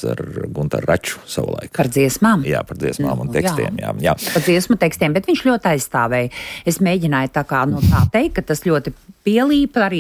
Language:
Latvian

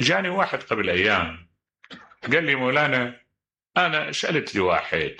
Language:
Mesopotamian Arabic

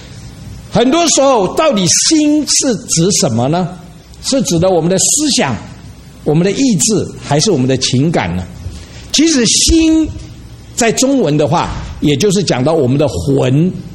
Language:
Chinese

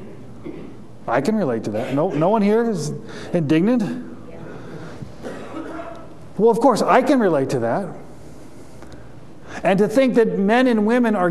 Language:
English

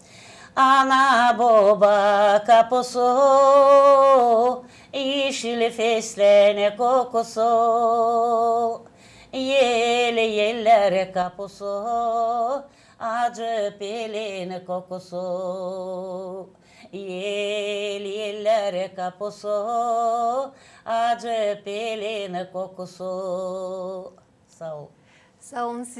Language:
Gagauz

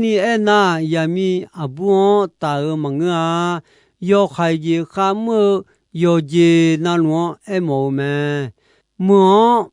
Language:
Akha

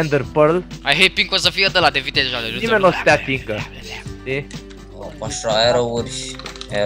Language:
Romanian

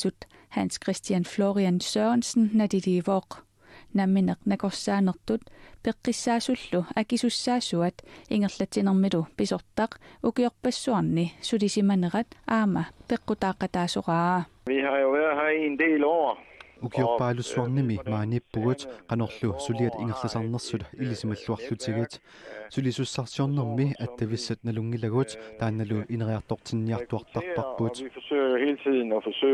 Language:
Kalaallisut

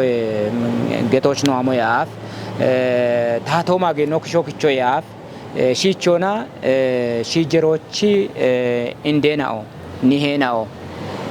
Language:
Kafa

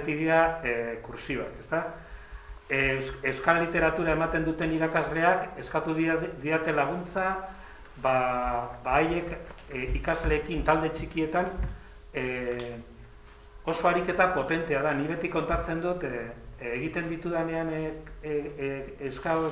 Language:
Basque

